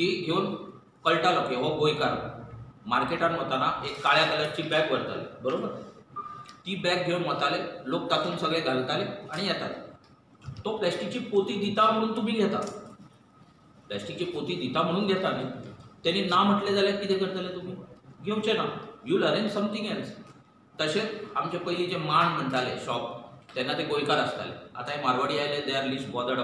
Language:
Konkani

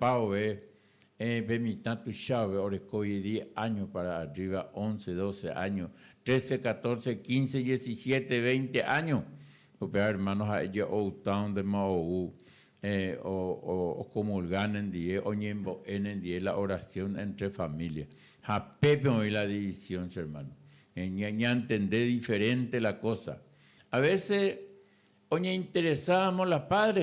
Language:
Guarani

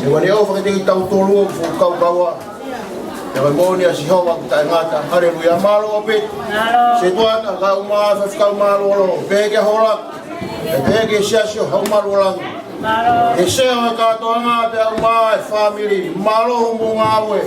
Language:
Tongan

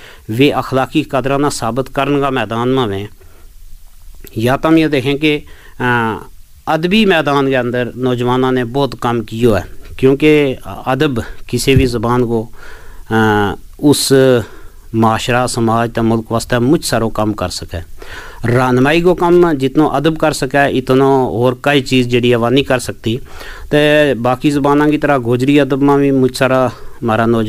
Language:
Gujari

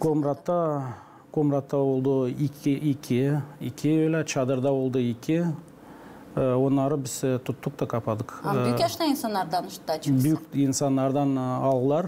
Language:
Gagauz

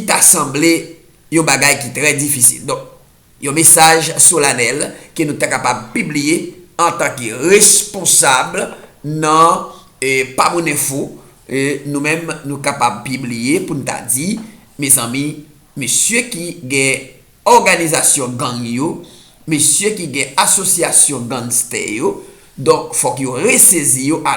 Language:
Haitian Creole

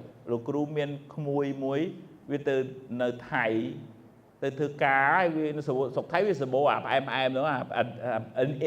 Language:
Khmer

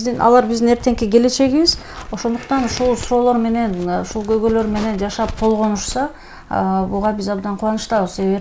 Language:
Kyrgyz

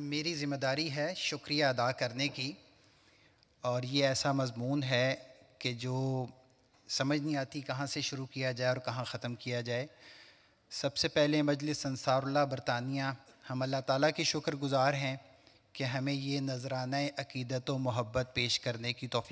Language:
Urdu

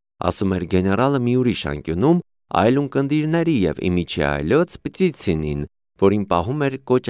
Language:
Armenian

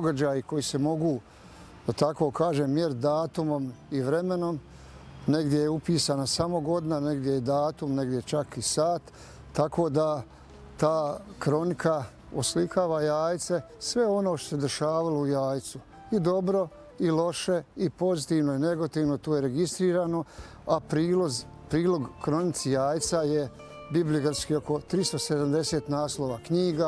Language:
Bosnian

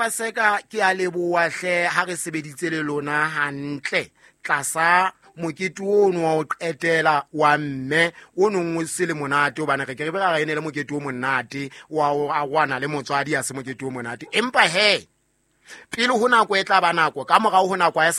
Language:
Southern Sotho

